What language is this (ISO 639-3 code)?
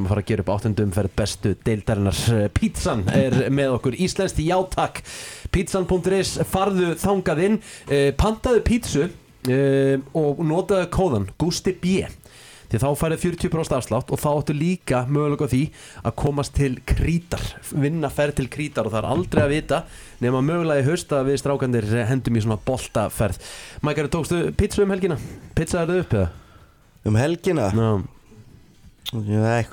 isl